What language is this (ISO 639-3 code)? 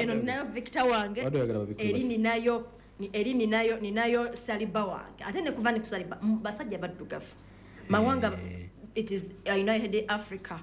lug